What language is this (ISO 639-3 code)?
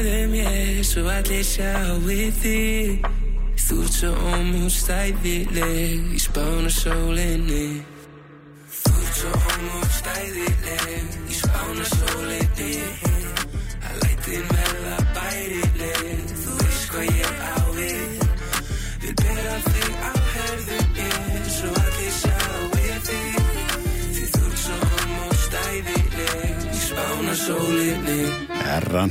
isl